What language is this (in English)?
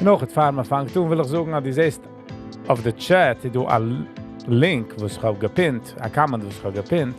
Yiddish